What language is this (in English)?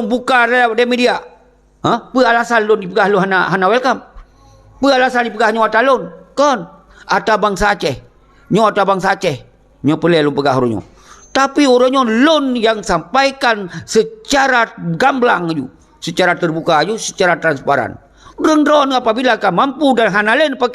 Achinese